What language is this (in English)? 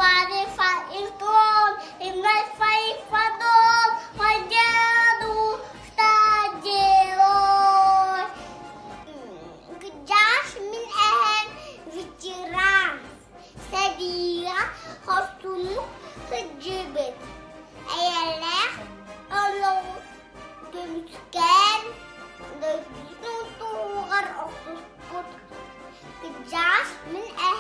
Yakut